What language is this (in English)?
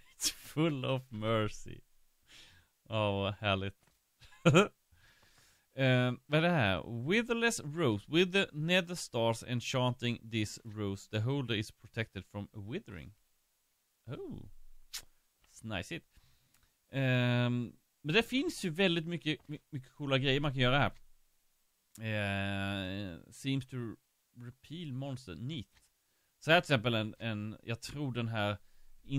Swedish